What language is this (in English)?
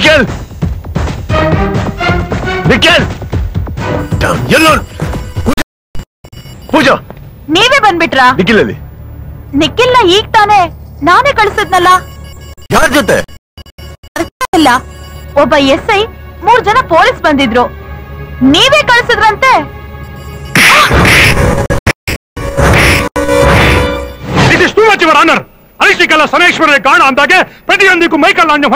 Kannada